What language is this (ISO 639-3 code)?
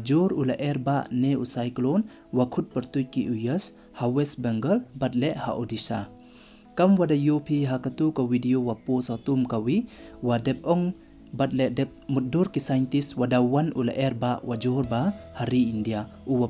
pbv